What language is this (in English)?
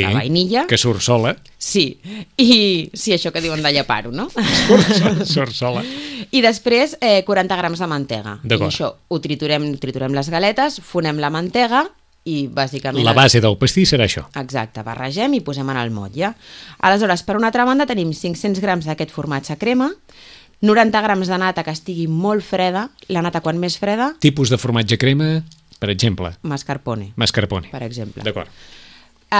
Catalan